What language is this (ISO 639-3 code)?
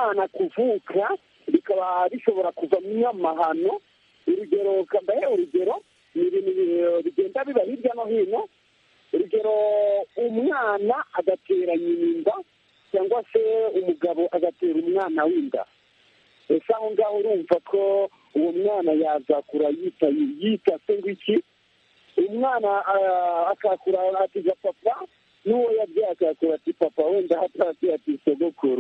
kin